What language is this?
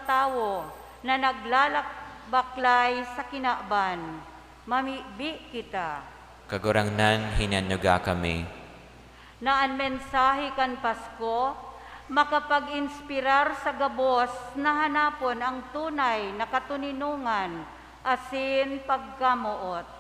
Bikol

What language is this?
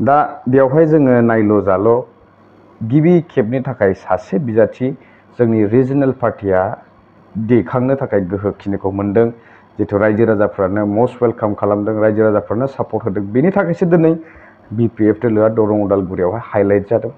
Bodo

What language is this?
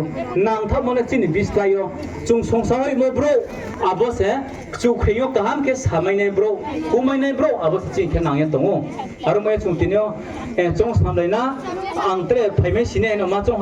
Riang (India)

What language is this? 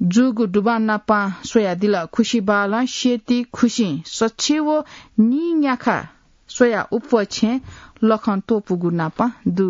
Newari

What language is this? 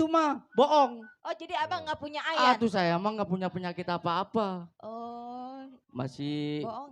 Betawi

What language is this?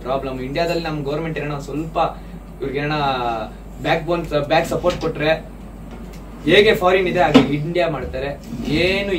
Kannada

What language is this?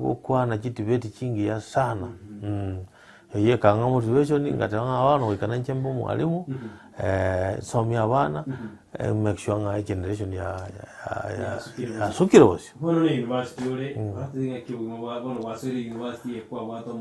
Gusii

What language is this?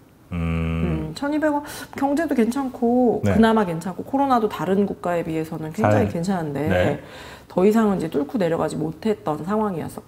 Korean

